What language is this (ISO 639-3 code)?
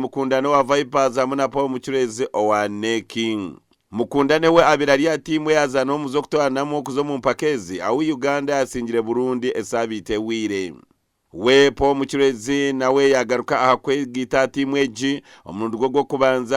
nyn